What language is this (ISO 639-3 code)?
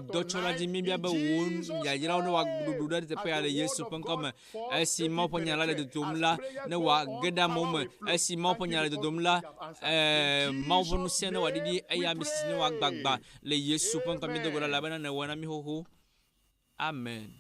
ewe